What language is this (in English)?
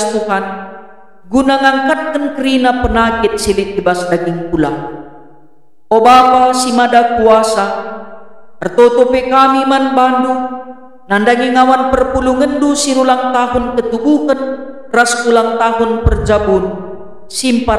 Batak Karo